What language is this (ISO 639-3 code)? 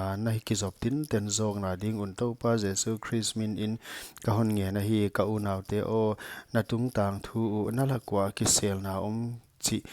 pck